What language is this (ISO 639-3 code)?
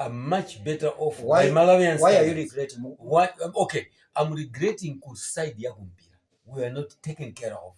nya